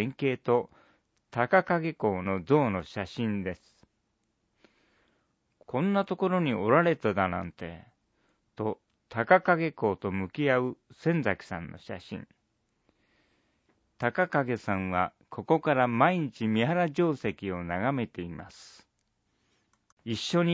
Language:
Japanese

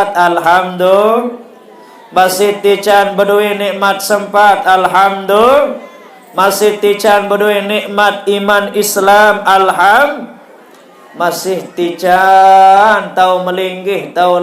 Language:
Sasak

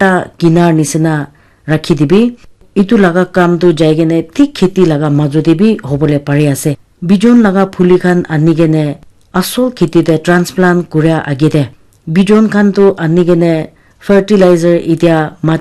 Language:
Naga Pidgin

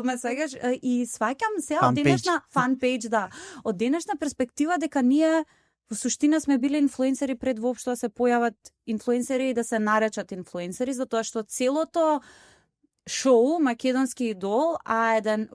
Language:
Macedonian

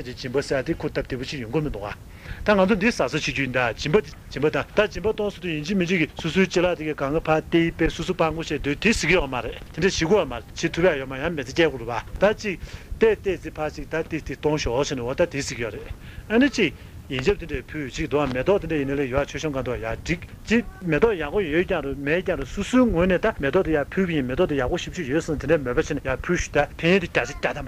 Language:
Tibetan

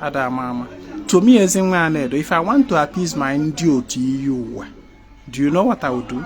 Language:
Igbo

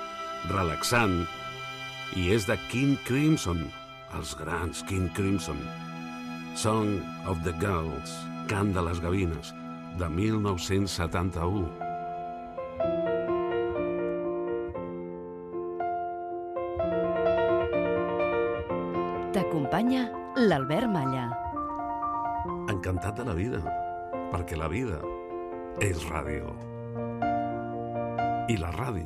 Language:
Catalan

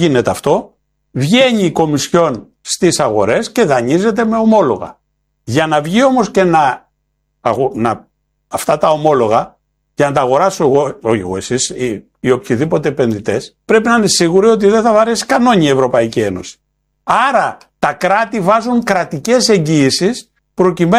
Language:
Greek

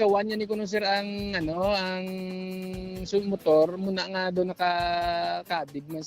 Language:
Hiligaynon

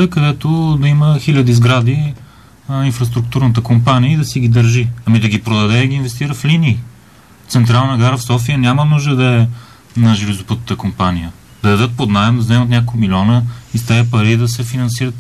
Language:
Bulgarian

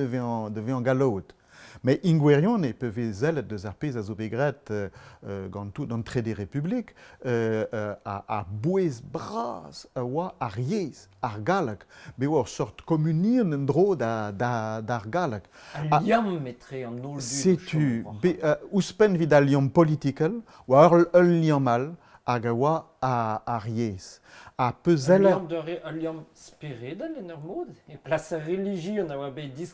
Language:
Breton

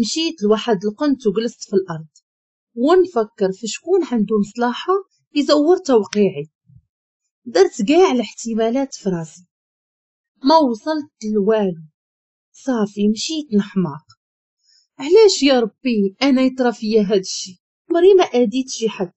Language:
Moroccan Arabic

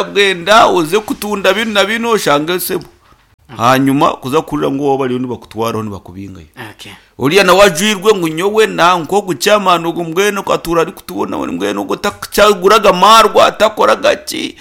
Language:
Nyankole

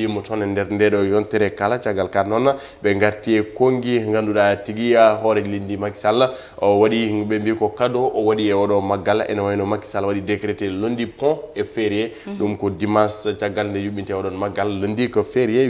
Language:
Fula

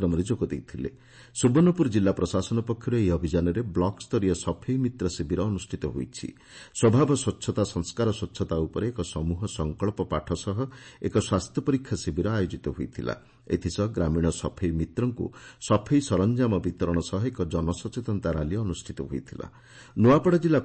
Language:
Odia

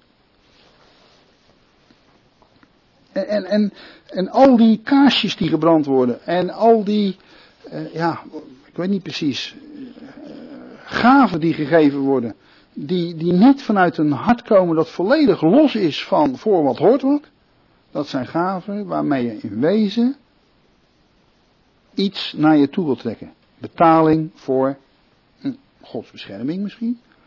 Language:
Dutch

